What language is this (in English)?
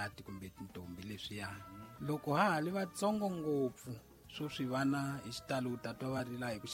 Tsonga